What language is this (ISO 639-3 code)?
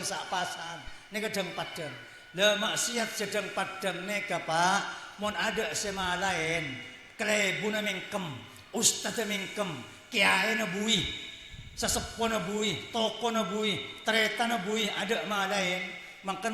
mad